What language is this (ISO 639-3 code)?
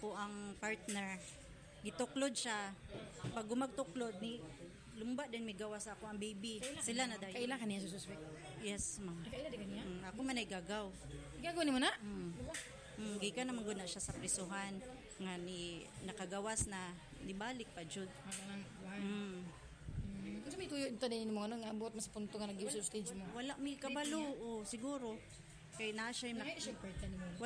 ceb